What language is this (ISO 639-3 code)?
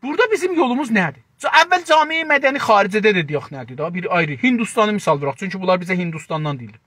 azb